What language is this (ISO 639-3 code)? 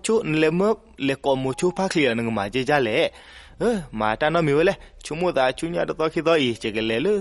ksw